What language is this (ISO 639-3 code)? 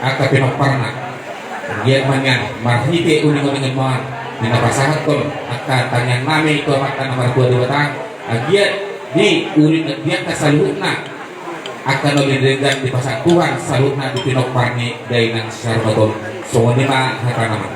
bbc